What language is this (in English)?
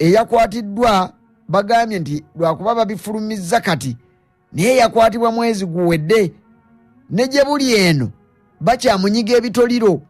Ganda